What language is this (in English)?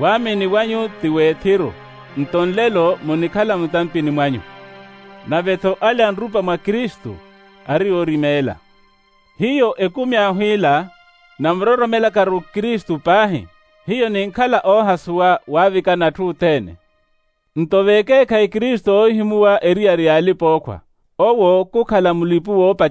Makhuwa